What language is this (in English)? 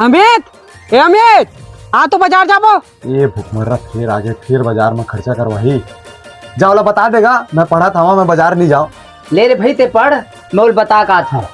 Chhattisgarhi